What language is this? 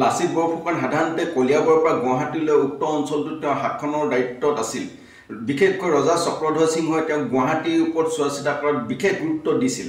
Assamese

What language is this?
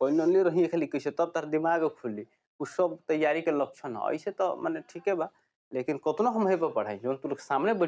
Bhojpuri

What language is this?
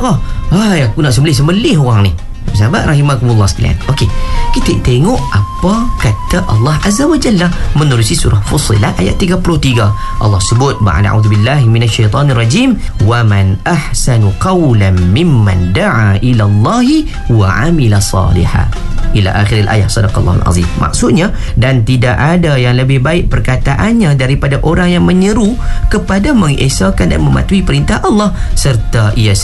Malay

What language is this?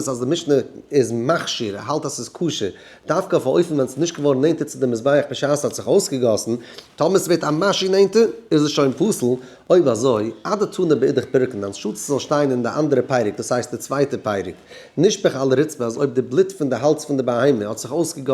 Yiddish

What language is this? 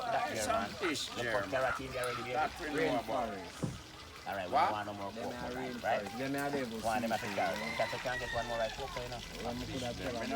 Jamaican Creole English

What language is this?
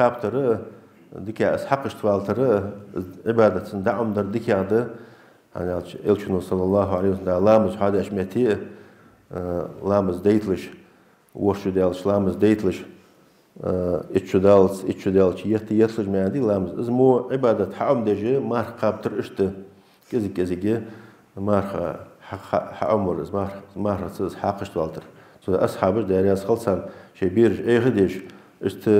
Ingush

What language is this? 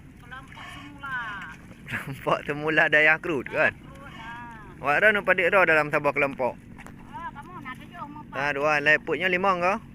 Achinese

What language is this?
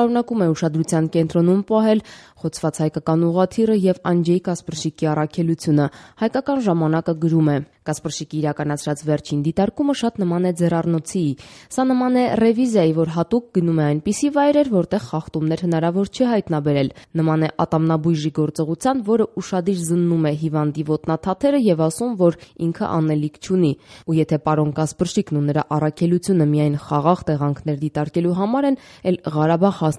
Armenian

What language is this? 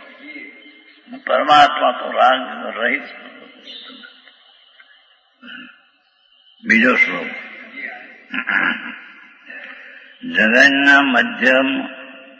Gujarati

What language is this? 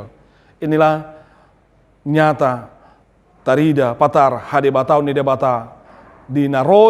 Batak Toba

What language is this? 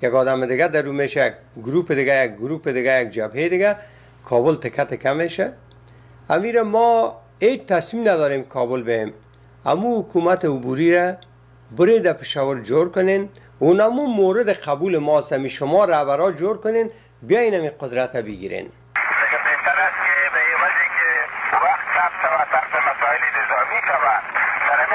Persian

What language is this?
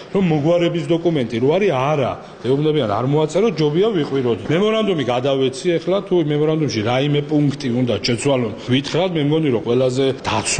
Georgian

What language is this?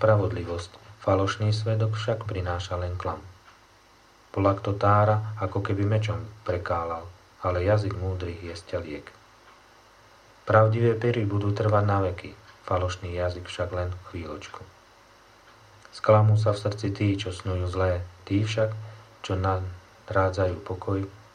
Slovak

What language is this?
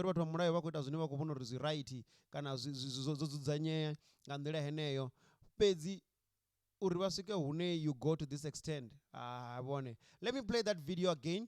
Venda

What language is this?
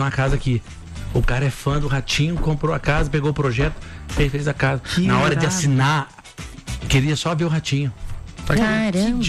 Portuguese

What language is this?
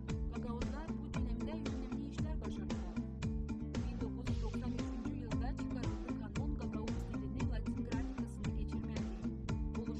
Gagauz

